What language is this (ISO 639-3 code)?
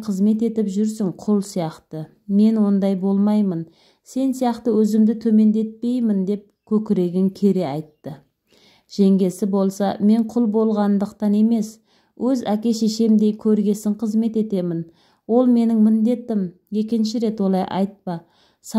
kaz